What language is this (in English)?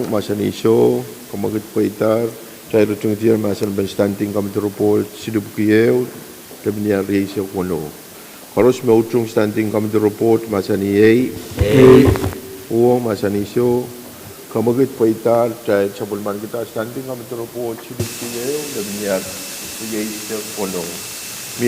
Pohnpeian